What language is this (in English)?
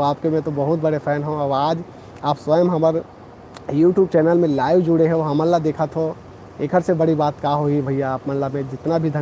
Chhattisgarhi